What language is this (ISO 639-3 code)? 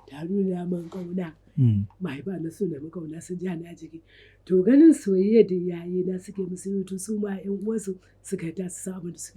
hau